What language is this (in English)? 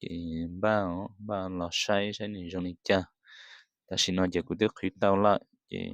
Hmong